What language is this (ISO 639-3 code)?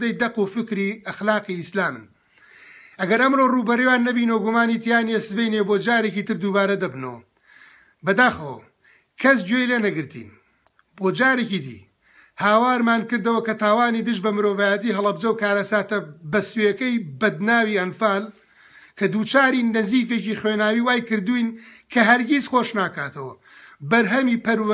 ckb